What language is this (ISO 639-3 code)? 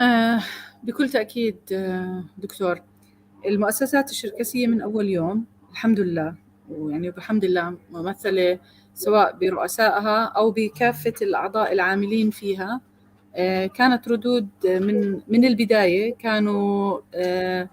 apc